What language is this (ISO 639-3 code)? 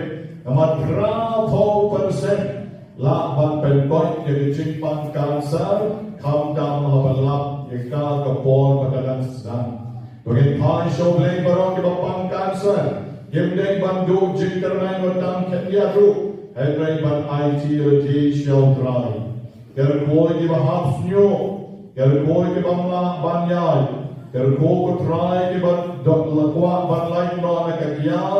kha